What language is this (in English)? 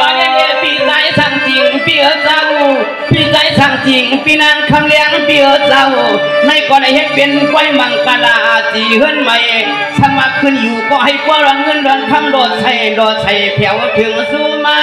Shan